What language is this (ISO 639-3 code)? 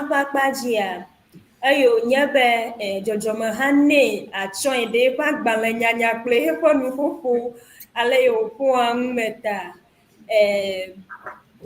ewe